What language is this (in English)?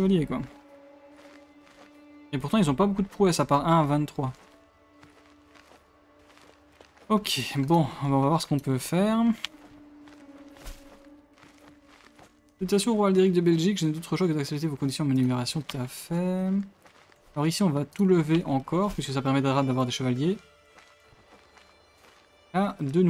French